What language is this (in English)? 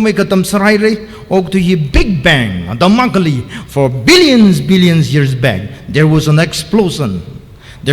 Tangkhul Naga (India)